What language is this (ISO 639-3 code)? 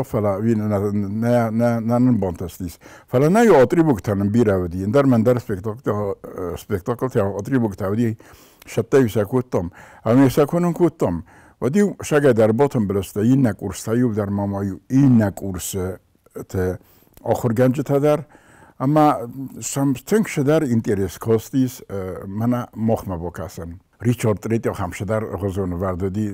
oss